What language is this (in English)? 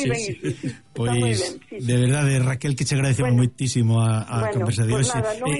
Galician